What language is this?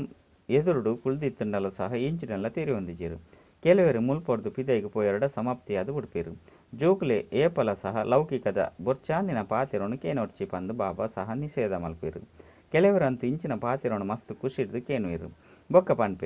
Tulu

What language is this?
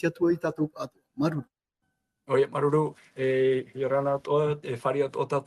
Tahitian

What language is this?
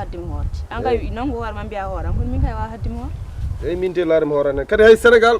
Fula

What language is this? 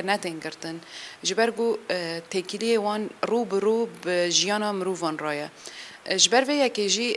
Kurdish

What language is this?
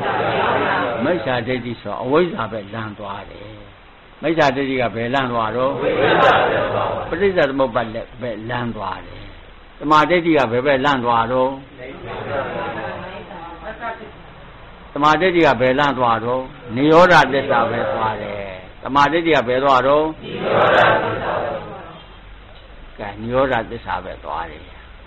Burmese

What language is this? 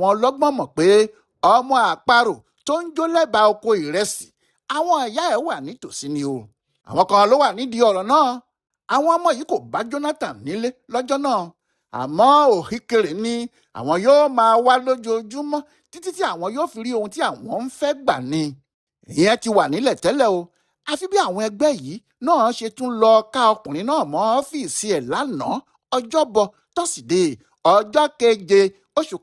Yoruba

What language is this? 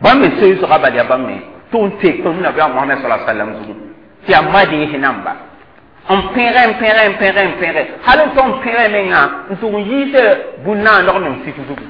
Mossi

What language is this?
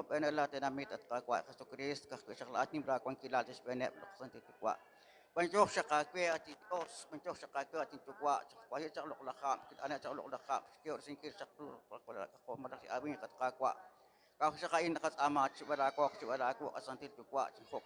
Kekchí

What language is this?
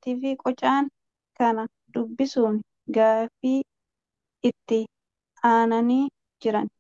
Oromo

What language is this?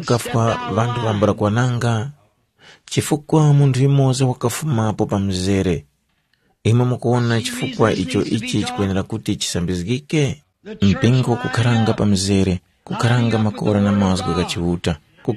Tumbuka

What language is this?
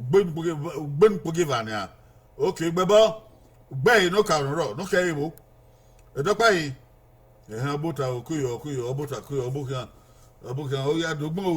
Bini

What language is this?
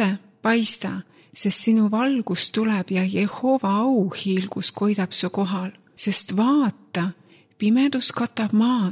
Estonian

